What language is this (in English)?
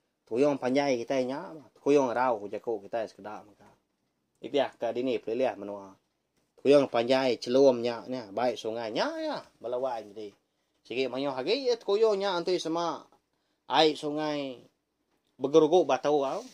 Iban